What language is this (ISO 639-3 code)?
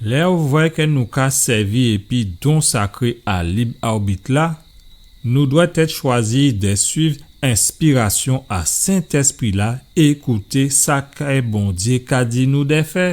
gcf